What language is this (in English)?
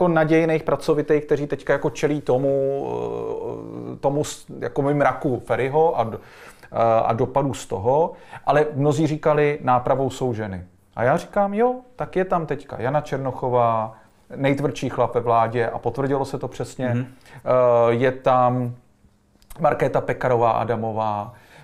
Czech